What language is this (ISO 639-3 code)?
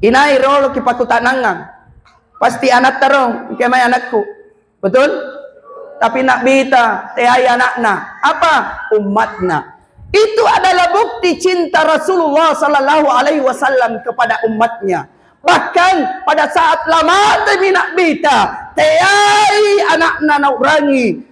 mak